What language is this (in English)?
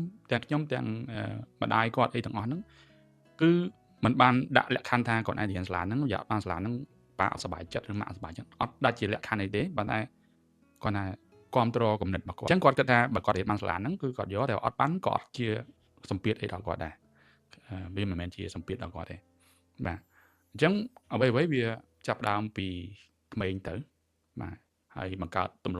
Khmer